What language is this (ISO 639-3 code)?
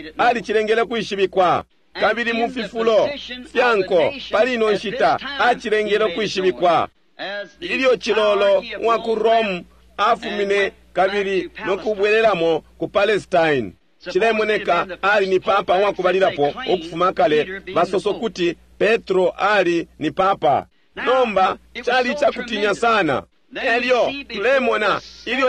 bem